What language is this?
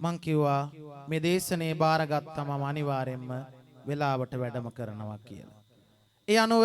Sinhala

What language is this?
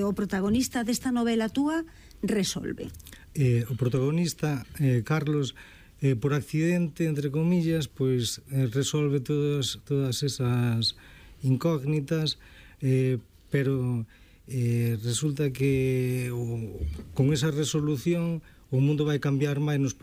Galician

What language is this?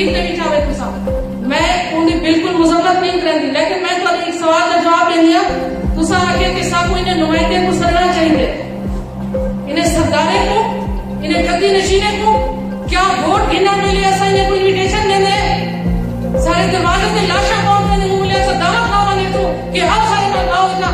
Saraiki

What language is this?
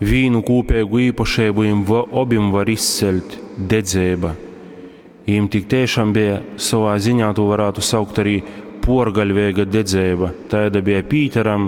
Latgalian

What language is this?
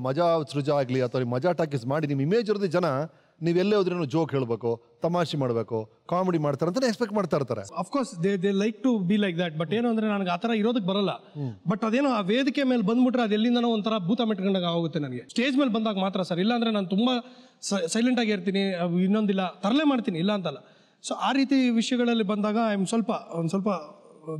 Kannada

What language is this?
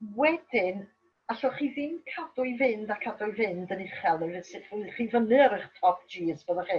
Welsh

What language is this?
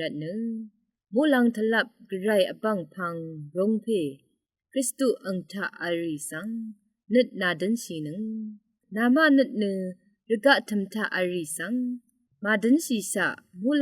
Rawang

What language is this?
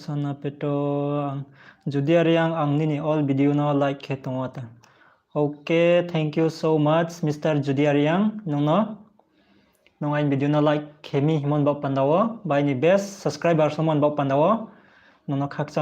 Riang (India)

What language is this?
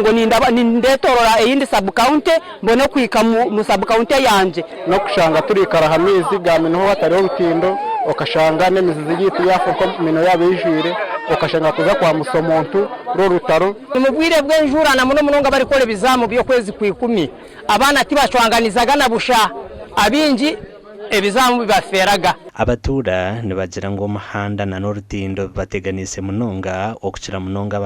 Nyankole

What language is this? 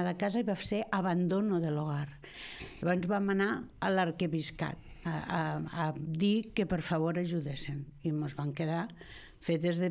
Catalan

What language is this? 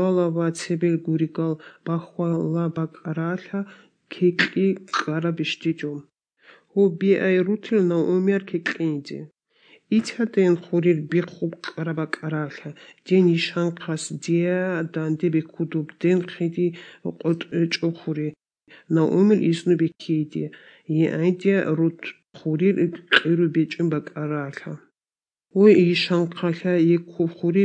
Avaric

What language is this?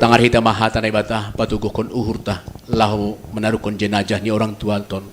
Batak Simalungun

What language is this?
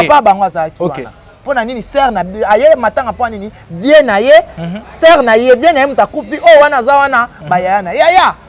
Lingala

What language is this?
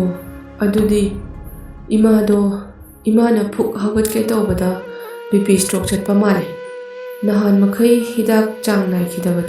Manipuri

